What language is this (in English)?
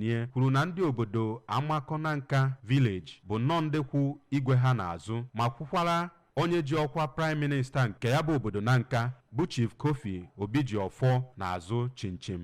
Igbo